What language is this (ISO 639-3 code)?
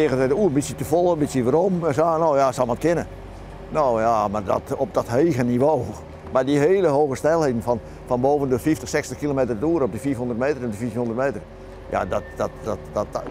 fry